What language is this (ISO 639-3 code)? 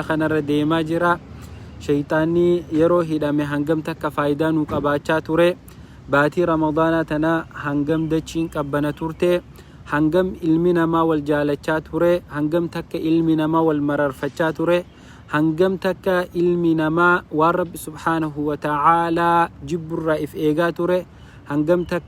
orm